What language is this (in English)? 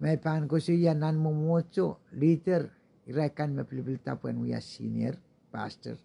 Pohnpeian